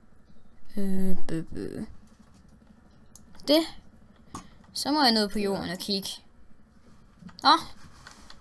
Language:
Danish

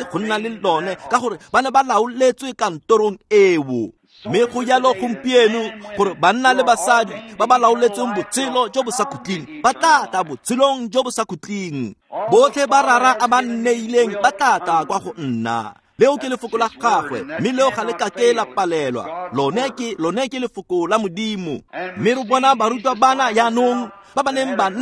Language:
Tswana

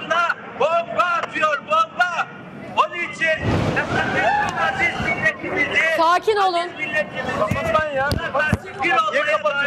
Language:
Turkish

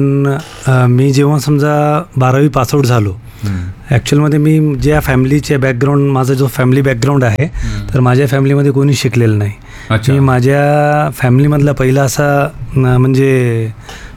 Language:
Marathi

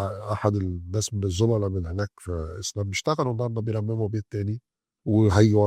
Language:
Egyptian Arabic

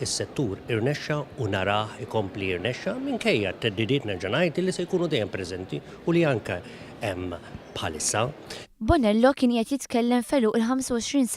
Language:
Maltese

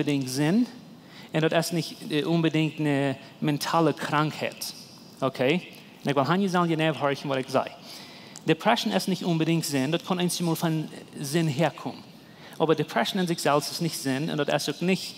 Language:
Plautdietsch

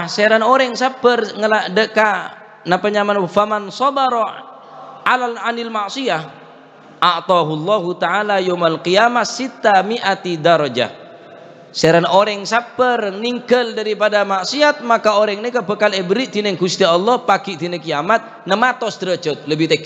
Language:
Madurese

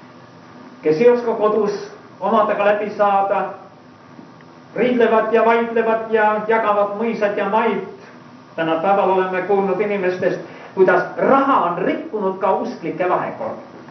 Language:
Estonian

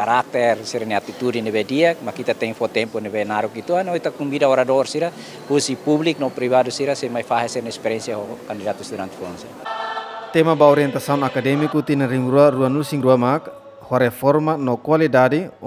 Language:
Tetum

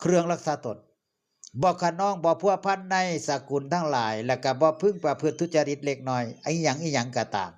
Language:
Northeastern Thai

